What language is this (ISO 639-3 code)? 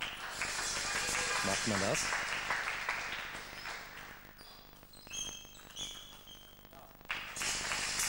deu